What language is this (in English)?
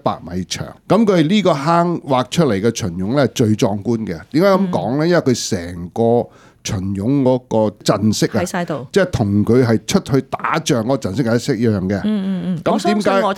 Cantonese